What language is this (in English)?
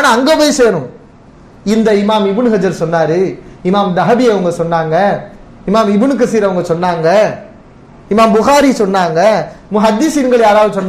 Tamil